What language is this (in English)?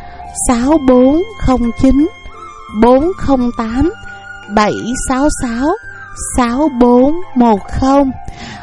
Vietnamese